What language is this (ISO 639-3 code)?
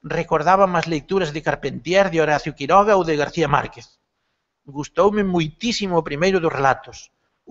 glg